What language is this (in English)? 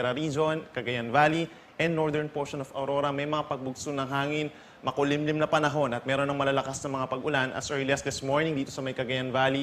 Bikol